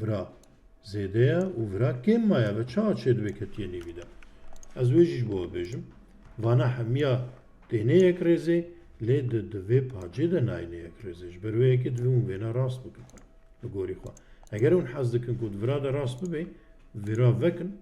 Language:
Kurdish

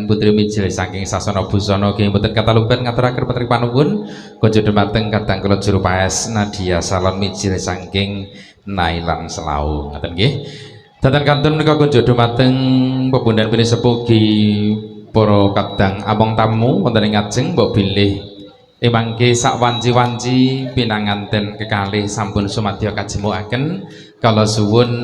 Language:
Javanese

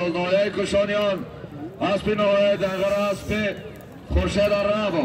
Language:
Tajik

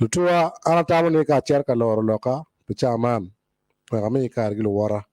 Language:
Acoli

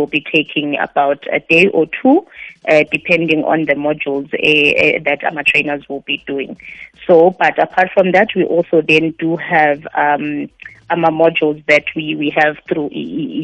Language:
South Ndebele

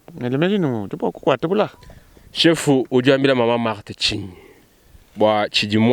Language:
Luba-Lulua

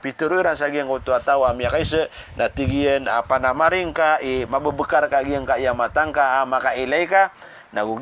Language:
Maranao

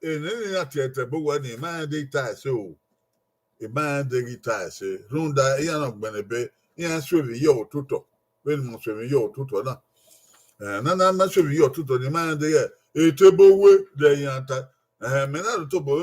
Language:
Bini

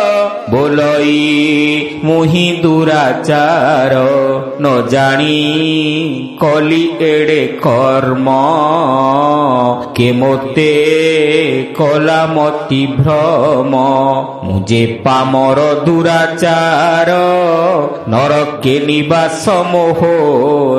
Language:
Odia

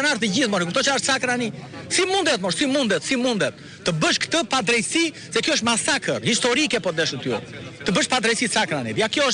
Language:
Albanian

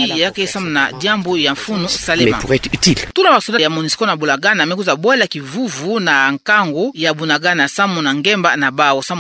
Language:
Kituba (Democratic Republic of Congo)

